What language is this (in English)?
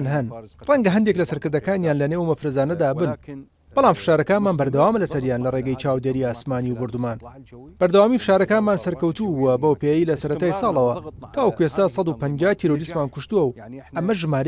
Central Kurdish